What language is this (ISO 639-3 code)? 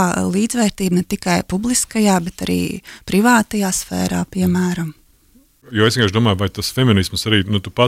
lav